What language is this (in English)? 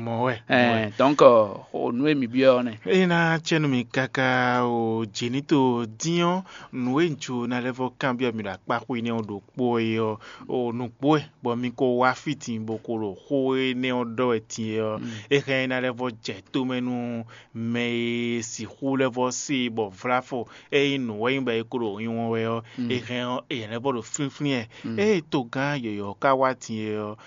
Fon